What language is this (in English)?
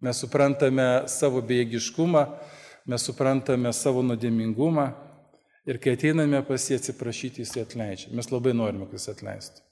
Lithuanian